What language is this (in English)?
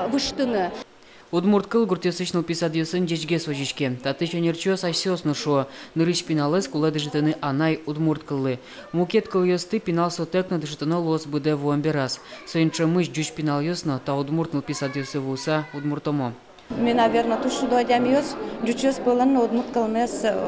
Udmurt